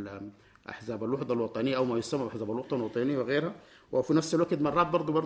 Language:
Sudanese Arabic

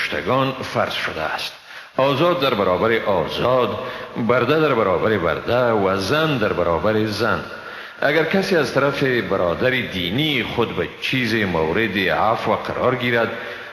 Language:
Persian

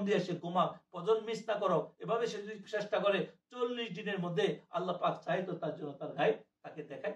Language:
Bangla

